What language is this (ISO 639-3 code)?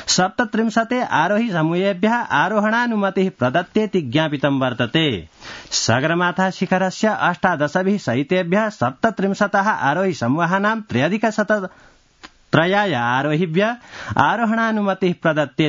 san